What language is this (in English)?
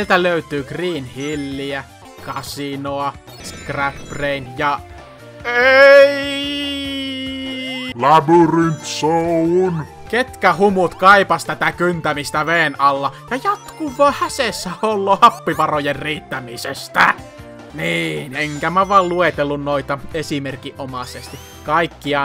Finnish